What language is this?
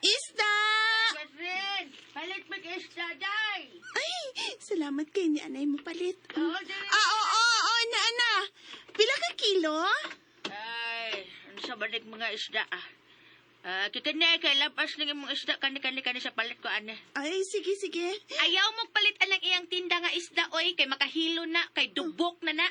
Cebuano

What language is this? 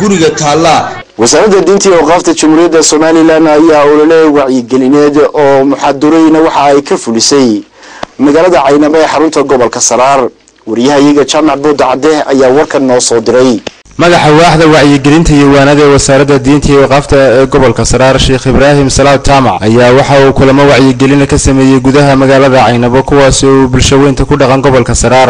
Somali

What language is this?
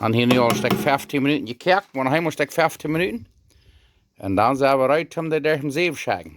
Plautdietsch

